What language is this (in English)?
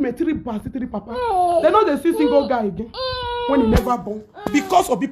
Nigerian Pidgin